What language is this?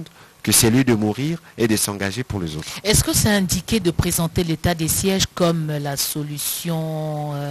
French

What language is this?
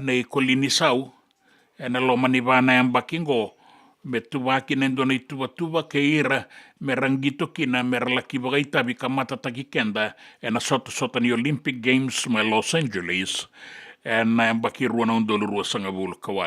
Fijian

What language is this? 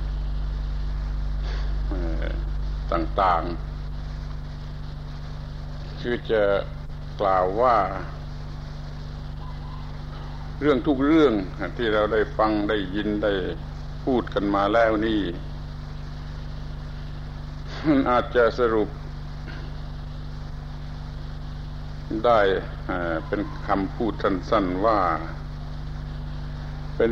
Thai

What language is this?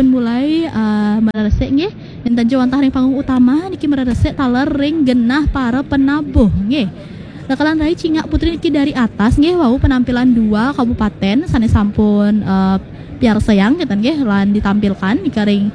Balinese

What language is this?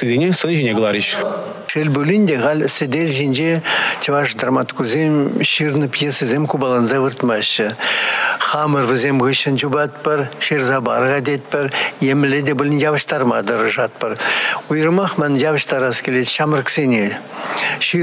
Chuvash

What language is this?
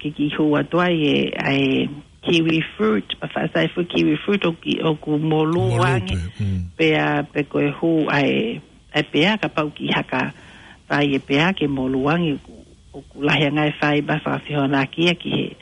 Tongan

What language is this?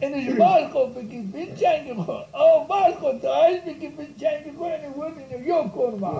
Zaza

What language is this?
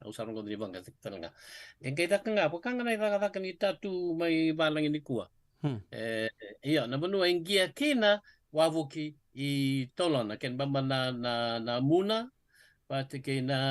Fijian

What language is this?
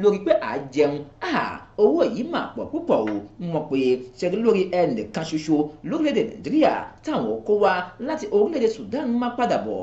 Yoruba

